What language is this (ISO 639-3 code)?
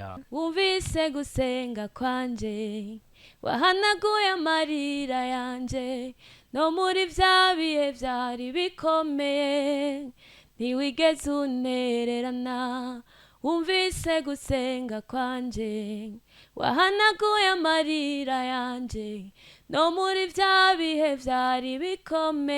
run